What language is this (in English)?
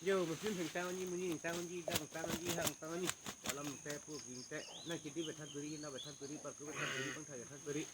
Karbi